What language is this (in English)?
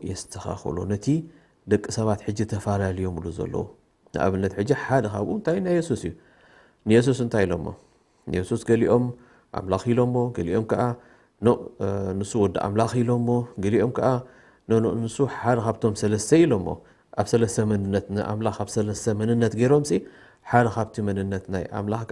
Tigrinya